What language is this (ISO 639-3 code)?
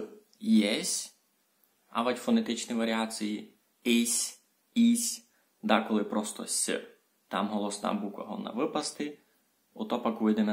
rue